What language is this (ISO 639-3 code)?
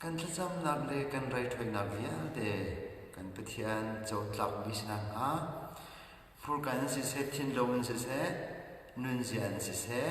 cnh